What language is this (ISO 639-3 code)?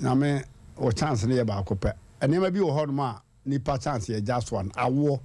aka